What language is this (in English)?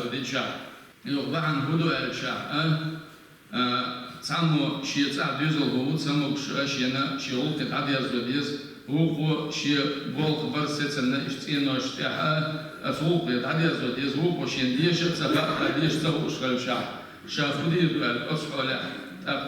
Chechen